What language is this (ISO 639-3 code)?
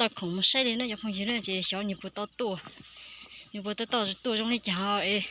hmn